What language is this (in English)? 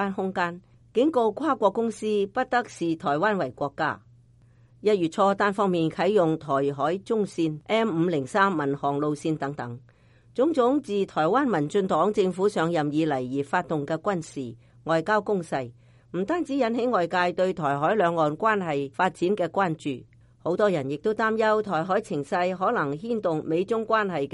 Cantonese